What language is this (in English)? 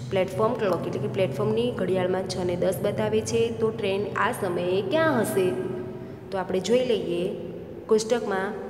Gujarati